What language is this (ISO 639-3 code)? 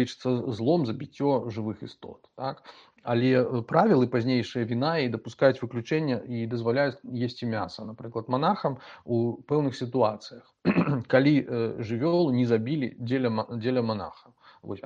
bel